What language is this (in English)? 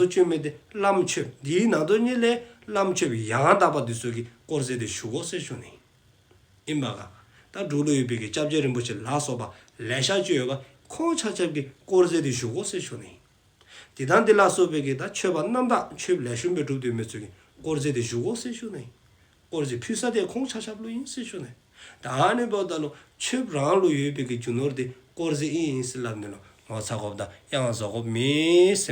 Dzongkha